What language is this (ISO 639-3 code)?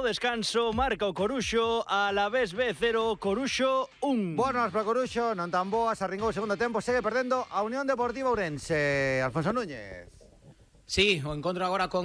glg